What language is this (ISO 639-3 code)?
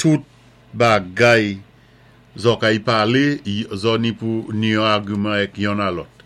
acf